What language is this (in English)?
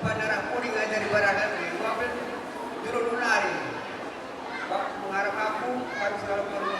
Batak Karo